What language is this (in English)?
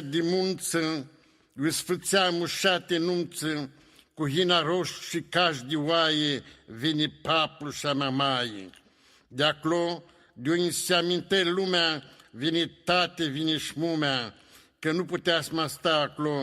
Aromanian